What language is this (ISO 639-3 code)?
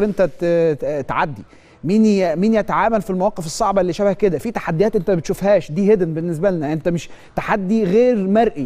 arz